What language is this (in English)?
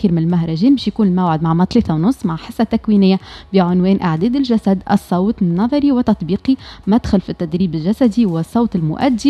Tunisian Arabic